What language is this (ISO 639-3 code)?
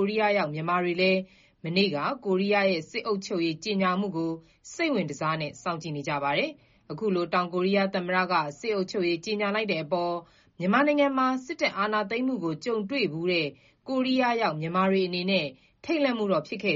mya